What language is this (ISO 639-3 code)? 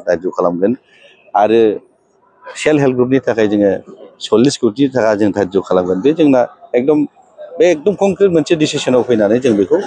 brx